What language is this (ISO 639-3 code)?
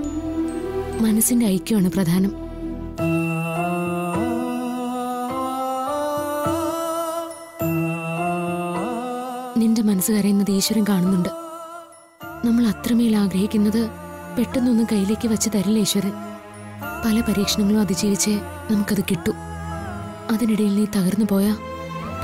mal